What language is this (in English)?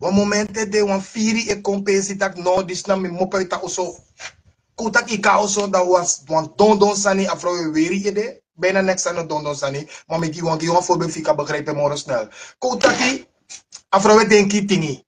Sranan Tongo